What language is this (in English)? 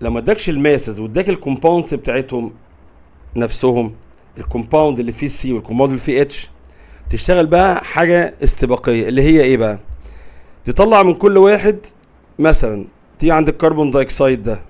Egyptian Arabic